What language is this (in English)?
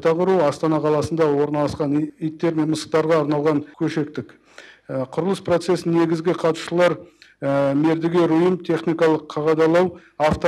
Kazakh